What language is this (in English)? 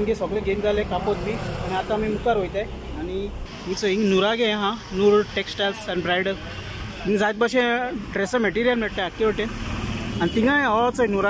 Konkani